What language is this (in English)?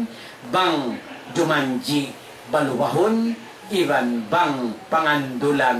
Tausug